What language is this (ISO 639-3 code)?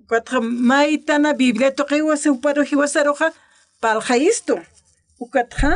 aym